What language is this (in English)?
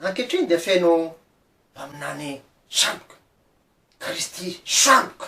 Malagasy